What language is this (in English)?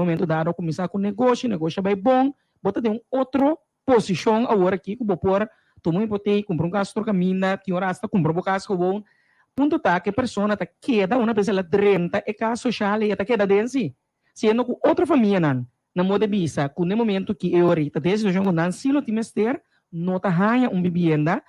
Papiamento